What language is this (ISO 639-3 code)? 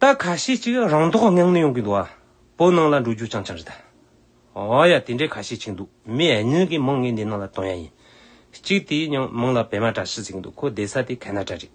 bod